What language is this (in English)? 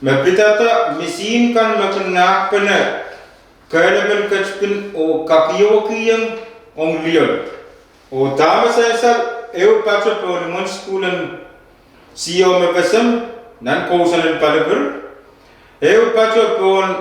Pohnpeian